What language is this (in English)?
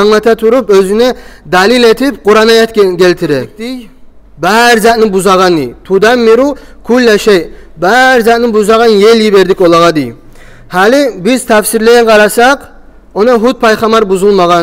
Kumyk